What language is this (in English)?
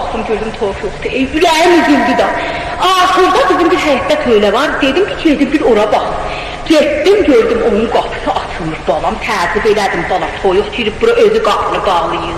South Azerbaijani